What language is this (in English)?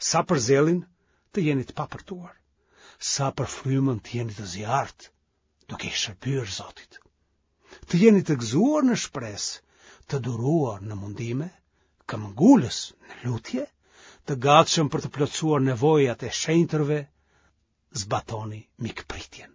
Albanian